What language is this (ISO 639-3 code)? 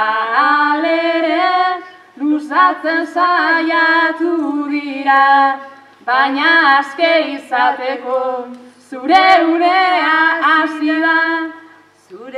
eus